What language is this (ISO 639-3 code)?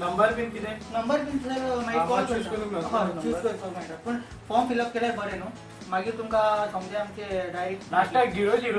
kok